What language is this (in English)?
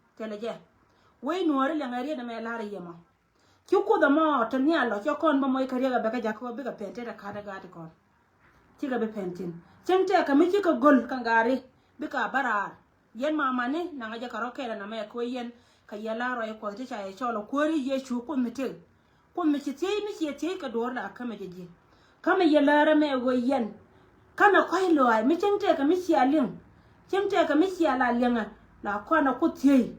Nuer